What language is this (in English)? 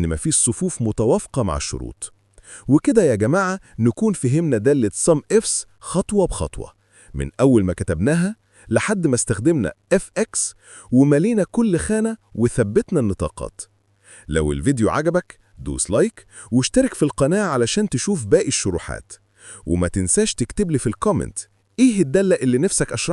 Egyptian Arabic